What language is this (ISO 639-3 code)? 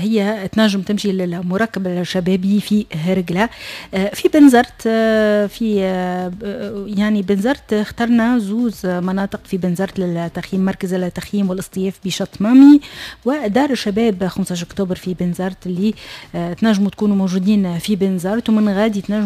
aeb